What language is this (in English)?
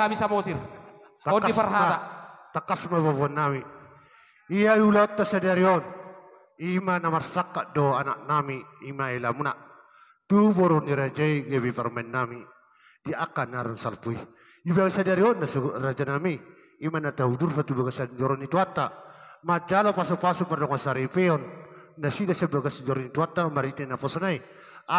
Batak Toba